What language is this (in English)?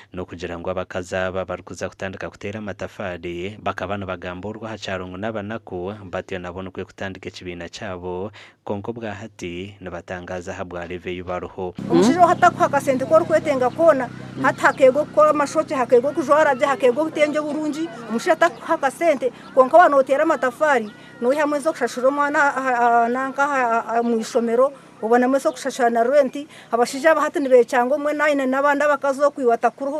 Nyankole